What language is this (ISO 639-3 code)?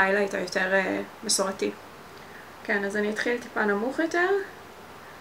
heb